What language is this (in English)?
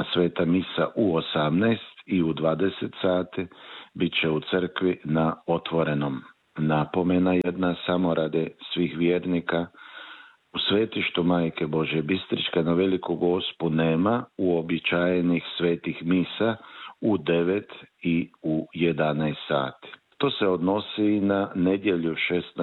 Croatian